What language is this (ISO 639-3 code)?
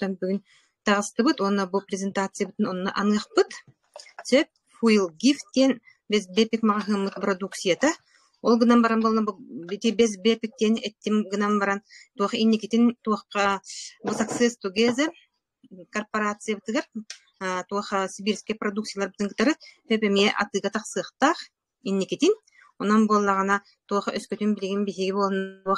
sah